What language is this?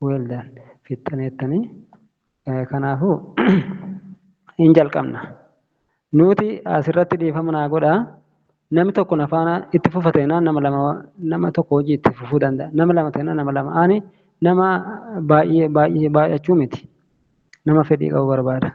Oromo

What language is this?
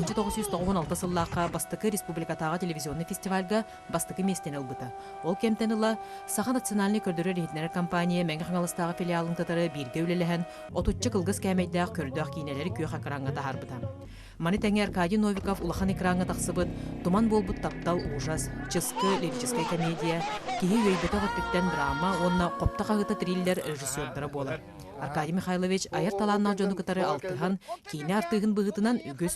Yakut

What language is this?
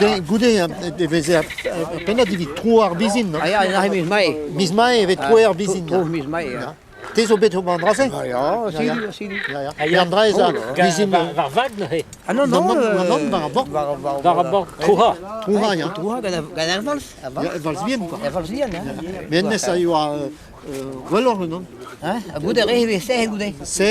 Breton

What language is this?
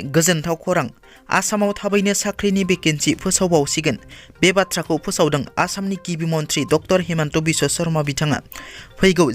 Bodo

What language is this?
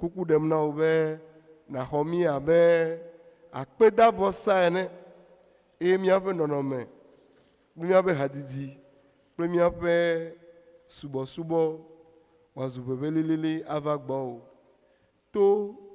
Ewe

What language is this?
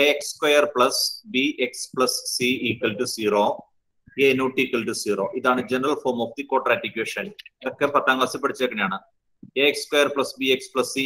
Malayalam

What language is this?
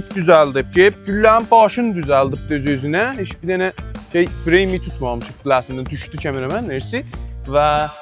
South Azerbaijani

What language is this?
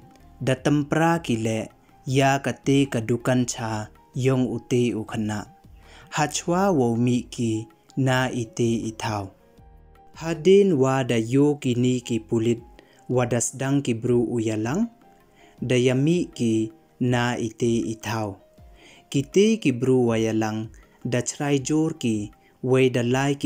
Pnar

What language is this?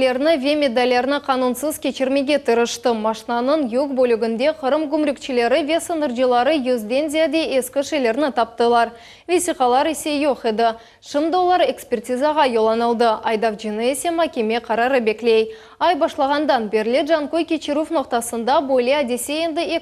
Crimean Tatar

